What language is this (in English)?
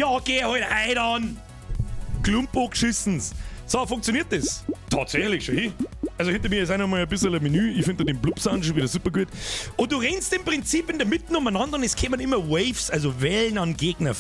Bavarian